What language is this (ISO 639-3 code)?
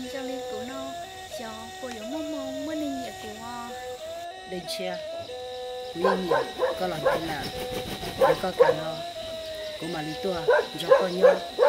hmn